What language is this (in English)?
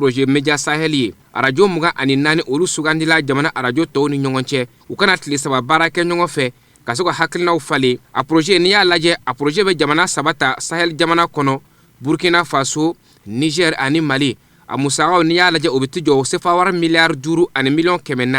Bambara